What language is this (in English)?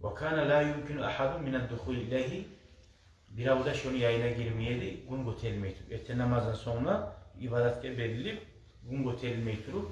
Kumyk